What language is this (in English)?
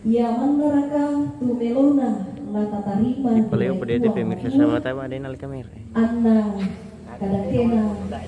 Toraja-Sa'dan